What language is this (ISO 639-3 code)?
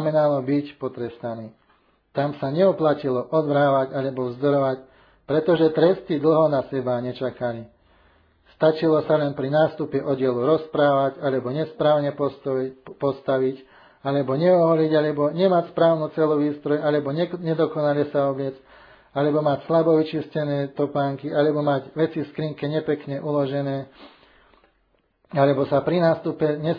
slk